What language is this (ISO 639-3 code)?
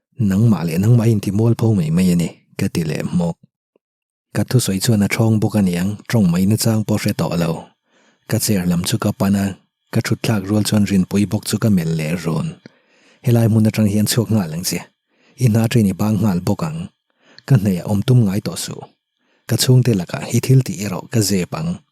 lus